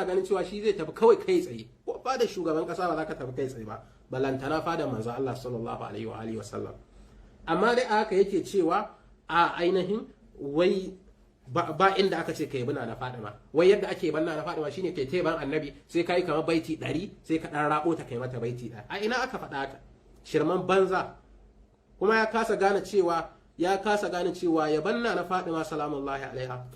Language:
Hausa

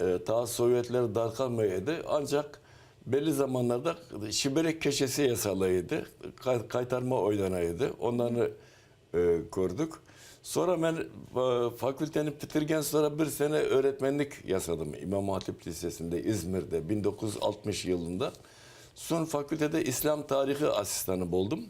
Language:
Crimean Tatar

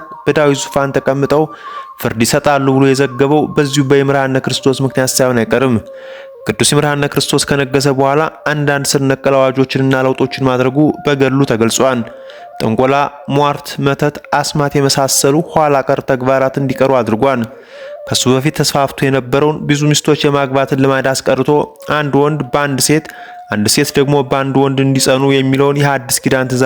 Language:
Amharic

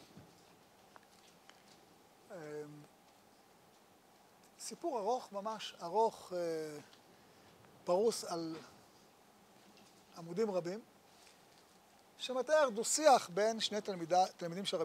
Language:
Hebrew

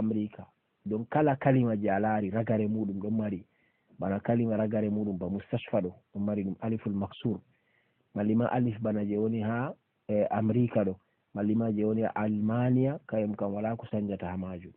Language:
Fula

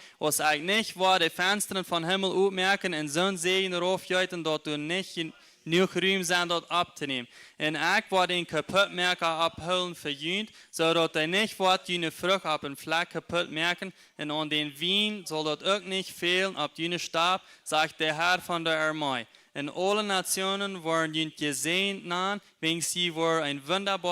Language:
Plautdietsch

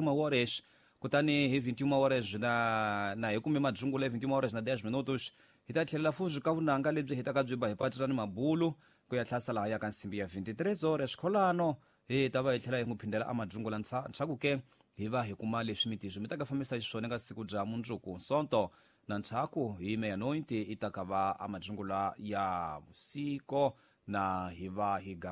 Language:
Tsonga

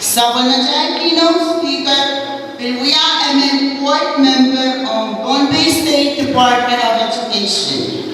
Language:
Pohnpeian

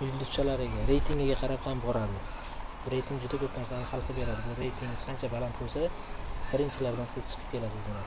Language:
Uzbek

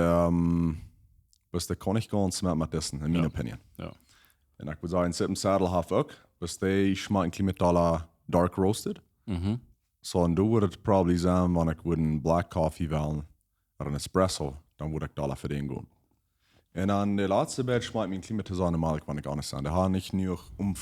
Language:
Plautdietsch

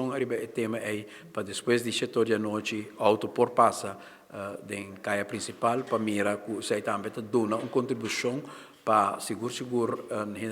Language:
Papiamento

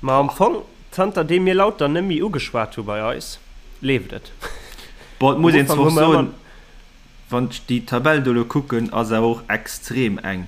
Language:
Luxembourgish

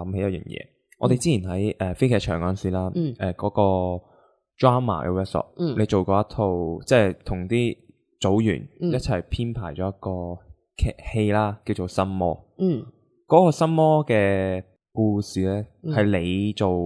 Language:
Cantonese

